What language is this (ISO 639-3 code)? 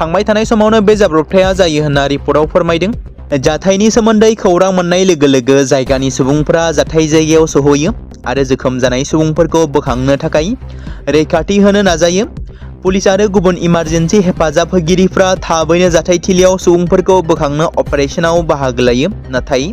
brx